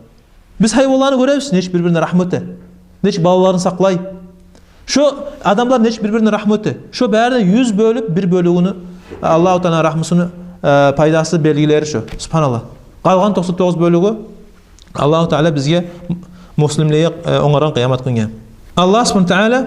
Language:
Kumyk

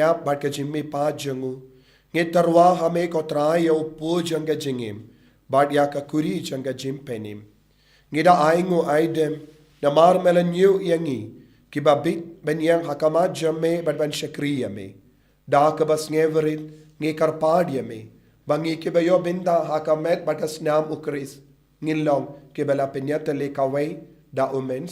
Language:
Khasi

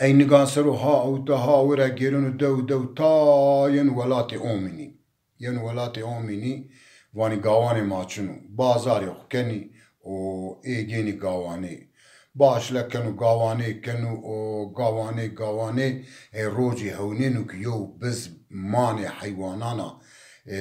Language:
Zaza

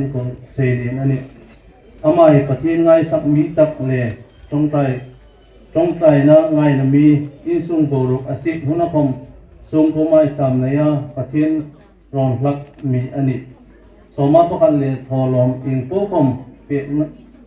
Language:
Hmar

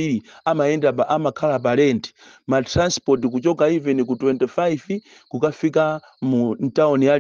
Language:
Nyanja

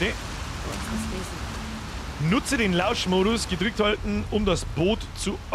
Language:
Bavarian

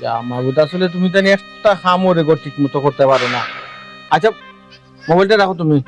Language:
Sylheti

